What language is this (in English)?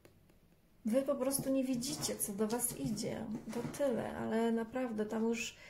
Polish